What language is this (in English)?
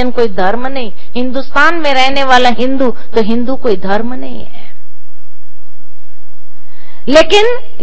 Hindi